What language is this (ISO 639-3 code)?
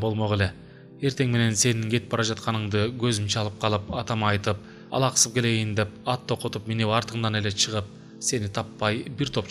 kir